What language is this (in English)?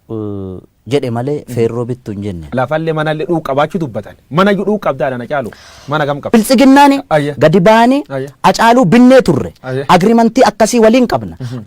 Oromo